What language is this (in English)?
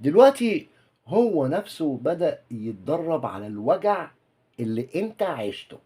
Egyptian Arabic